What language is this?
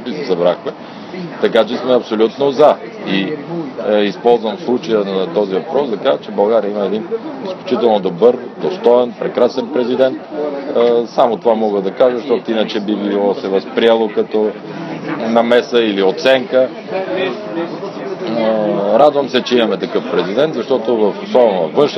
Bulgarian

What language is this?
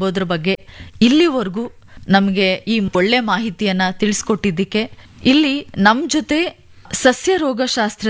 Kannada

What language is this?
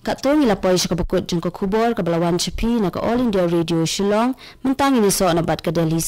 Khasi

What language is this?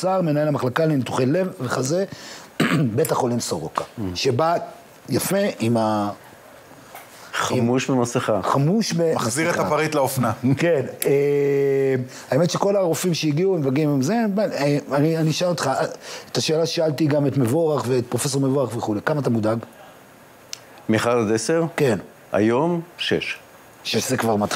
Hebrew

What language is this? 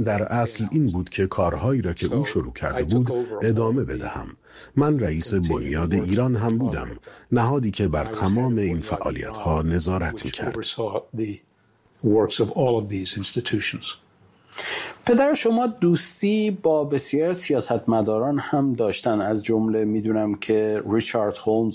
Persian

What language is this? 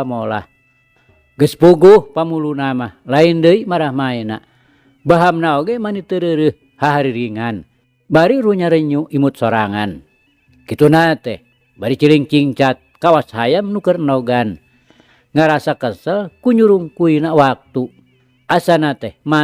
Sundanese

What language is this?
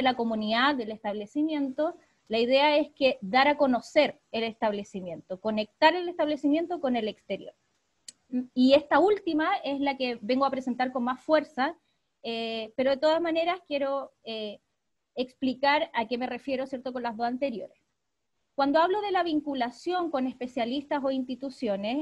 Spanish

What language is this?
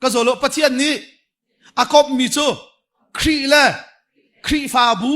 Hakha Chin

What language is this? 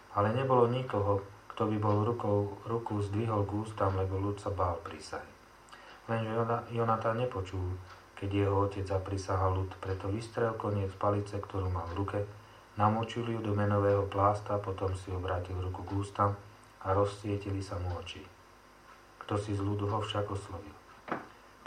Slovak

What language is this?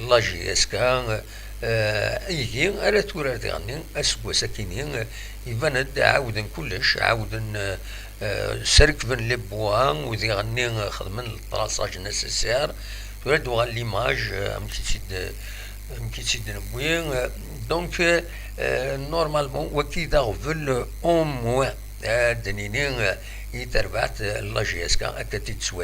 Kabyle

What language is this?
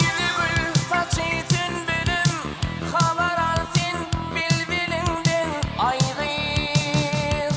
Turkmen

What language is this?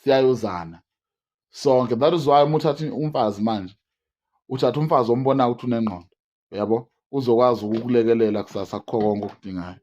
Zulu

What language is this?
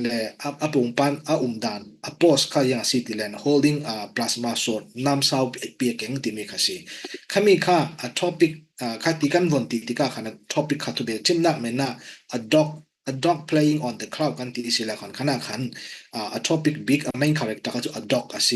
Falam Chin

